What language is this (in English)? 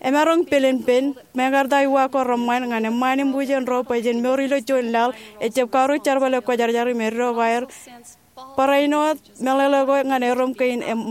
Marshallese